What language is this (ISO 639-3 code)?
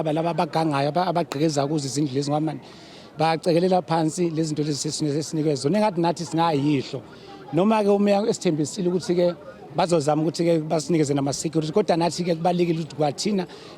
zul